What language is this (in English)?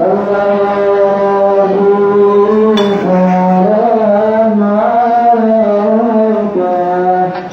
Minangkabau